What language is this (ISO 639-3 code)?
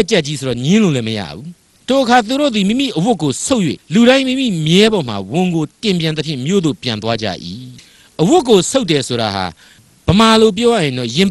mya